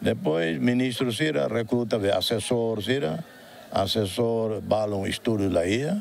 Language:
Tetum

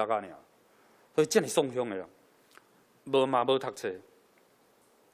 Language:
Min Nan Chinese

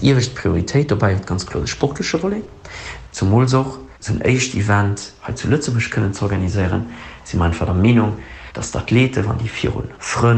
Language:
Luxembourgish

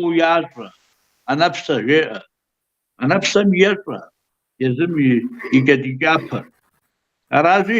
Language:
Kabardian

